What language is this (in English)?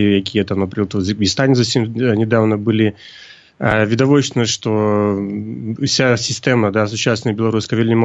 Belarusian